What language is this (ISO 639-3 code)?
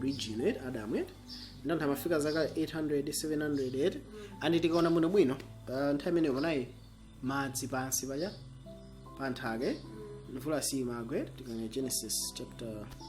nya